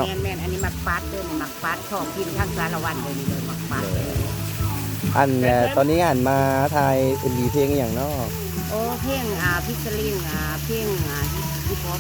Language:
Lao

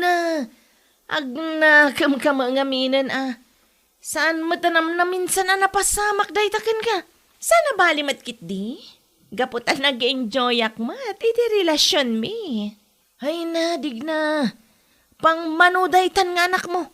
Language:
Iloko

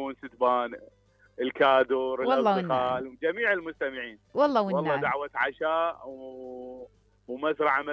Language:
Mesopotamian Arabic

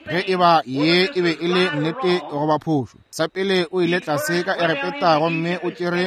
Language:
Northern Sotho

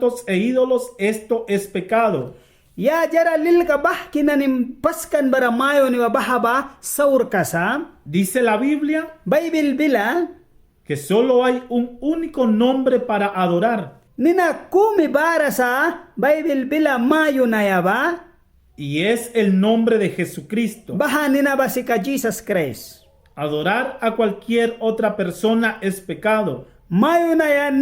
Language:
Mískito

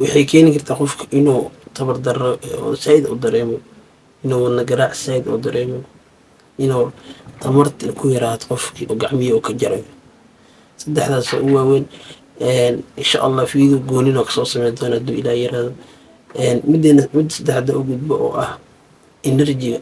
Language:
Somali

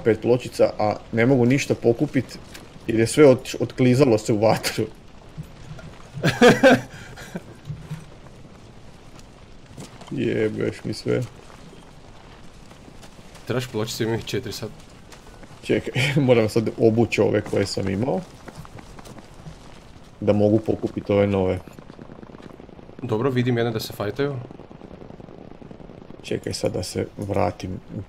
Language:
Croatian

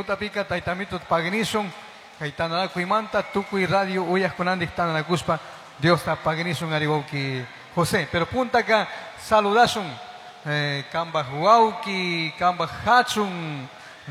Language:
Chimborazo Highland Quichua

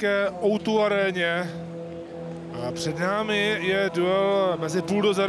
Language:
Czech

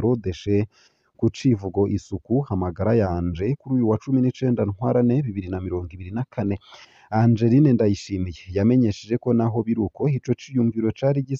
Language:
Rundi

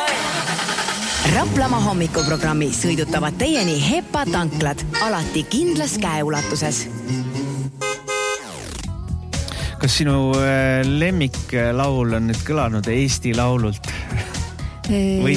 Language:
Estonian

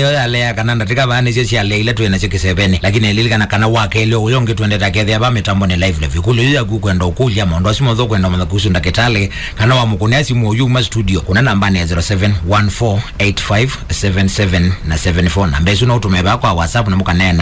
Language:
Kamba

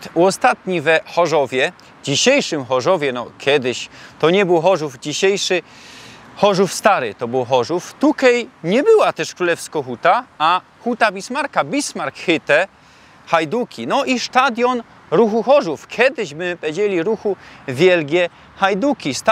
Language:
Silesian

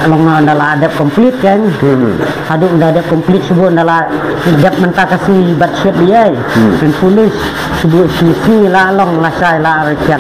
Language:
Khasi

